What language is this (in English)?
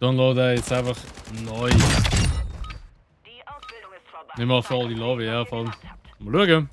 Swiss German